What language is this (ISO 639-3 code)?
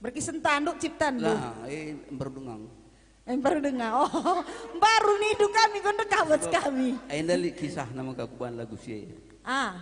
btx